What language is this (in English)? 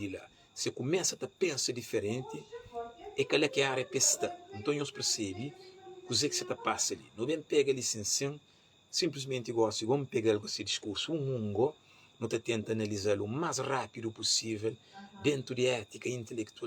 Kabuverdianu